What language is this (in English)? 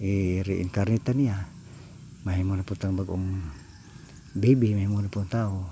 Cebuano